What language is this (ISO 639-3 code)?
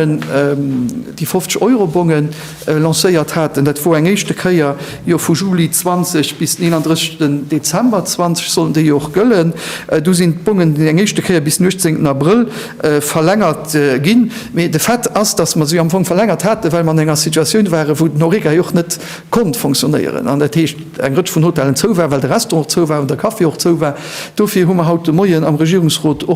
ltz